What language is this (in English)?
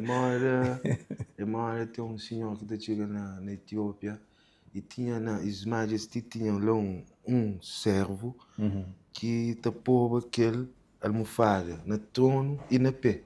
Kabuverdianu